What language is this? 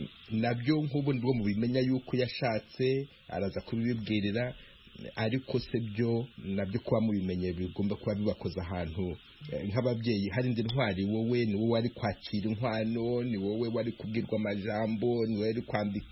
Kinyarwanda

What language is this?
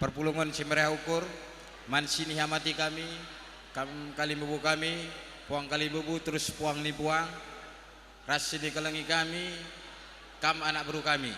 Batak Karo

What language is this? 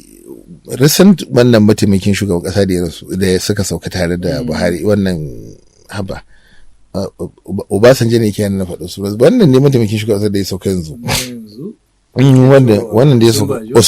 Hausa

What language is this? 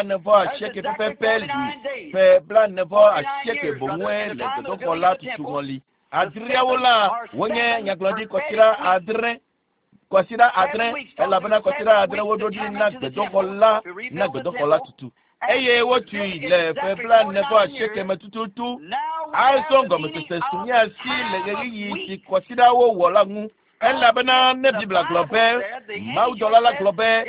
Ewe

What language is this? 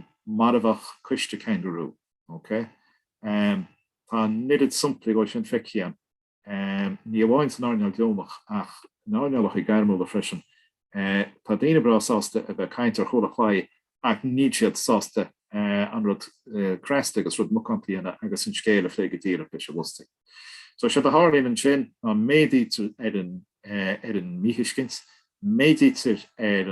Irish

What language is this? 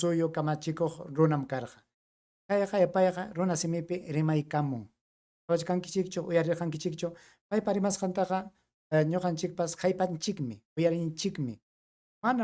Ayacucho Quechua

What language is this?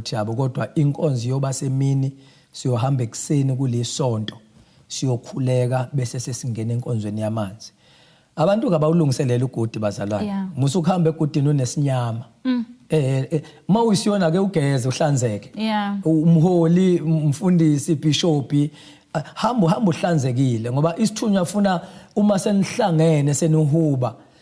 Zulu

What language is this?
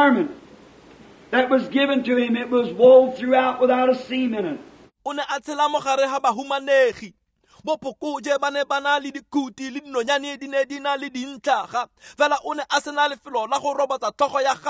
Tswana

